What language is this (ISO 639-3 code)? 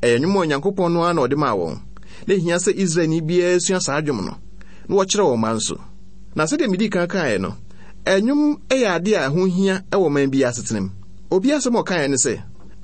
aka